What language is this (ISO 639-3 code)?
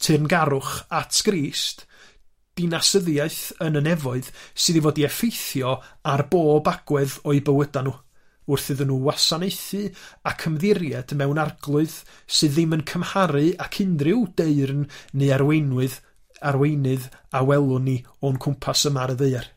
cym